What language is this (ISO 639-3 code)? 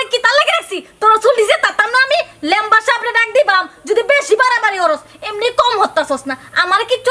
syl